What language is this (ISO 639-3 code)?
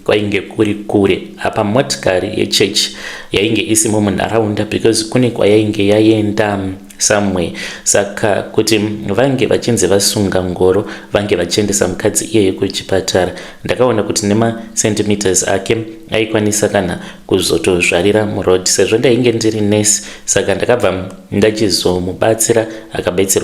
sna